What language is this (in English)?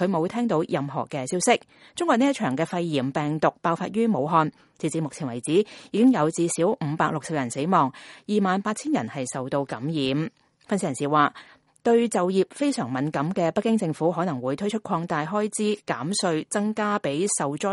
Cantonese